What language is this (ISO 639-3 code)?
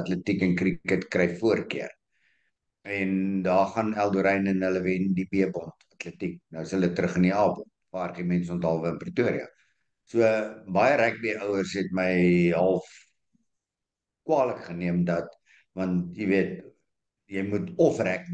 afr